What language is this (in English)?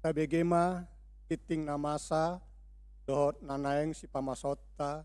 Batak Toba